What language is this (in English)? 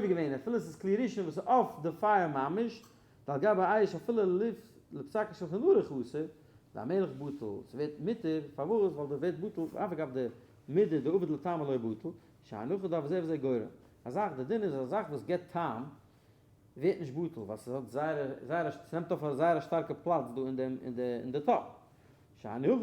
Yiddish